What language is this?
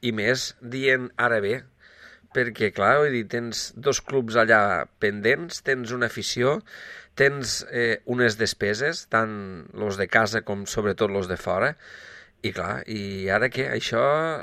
Catalan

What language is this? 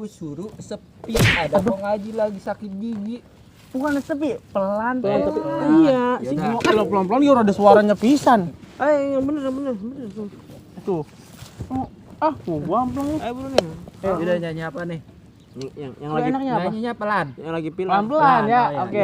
Betawi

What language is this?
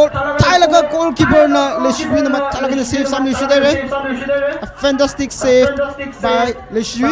Tangkhul Naga (India)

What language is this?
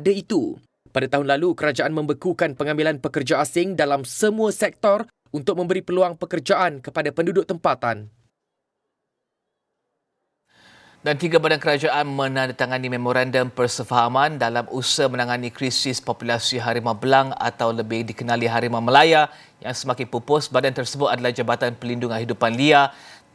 Malay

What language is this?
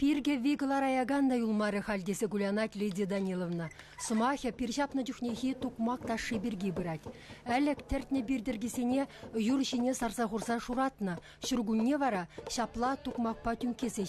Chuvash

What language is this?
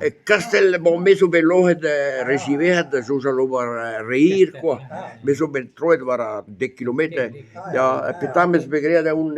Breton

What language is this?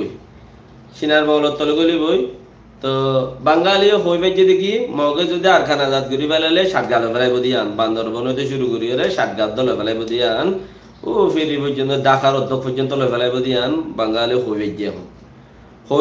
Rohingya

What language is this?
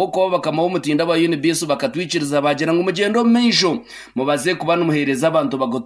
Nyankole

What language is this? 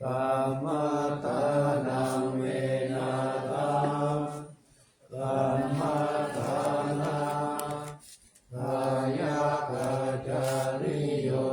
Pali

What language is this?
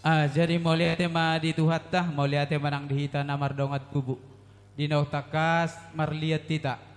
Batak Toba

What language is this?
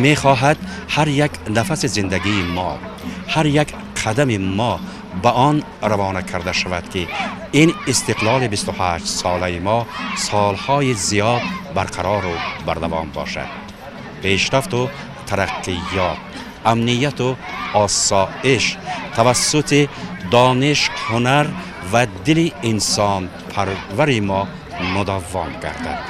Tajik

